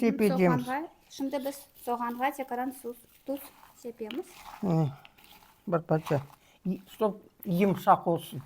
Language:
Crimean Tatar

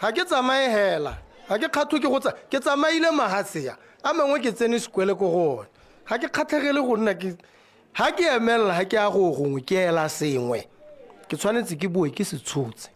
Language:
Tswana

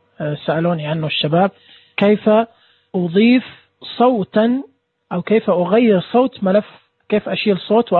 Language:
Najdi Arabic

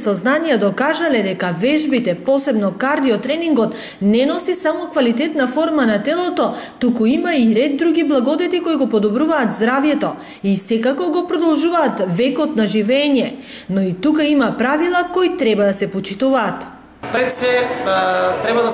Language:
Macedonian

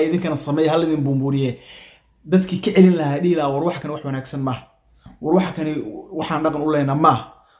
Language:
Somali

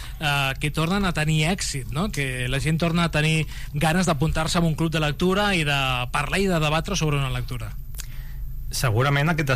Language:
Catalan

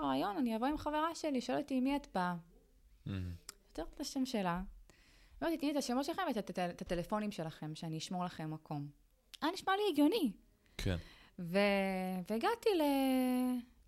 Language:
Hebrew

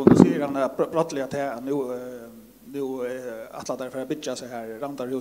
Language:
Faroese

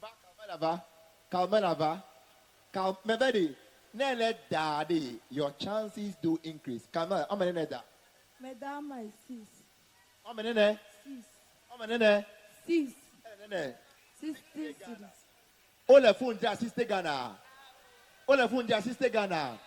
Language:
Ewe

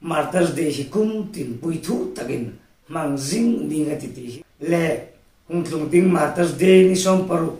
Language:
Hmar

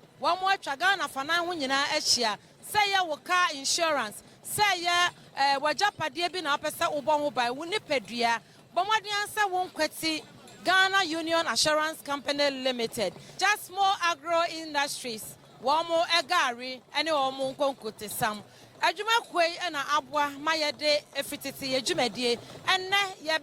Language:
Akan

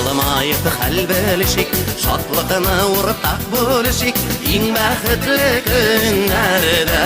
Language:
Bashkir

